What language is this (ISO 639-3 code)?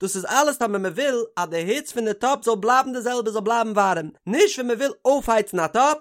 yid